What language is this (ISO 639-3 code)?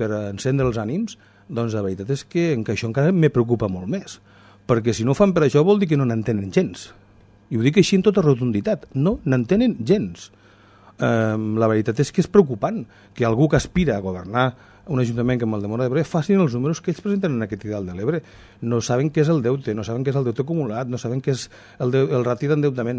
cat